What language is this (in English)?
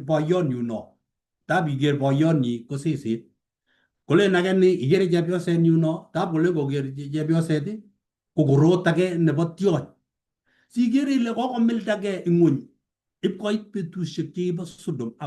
Kalenjin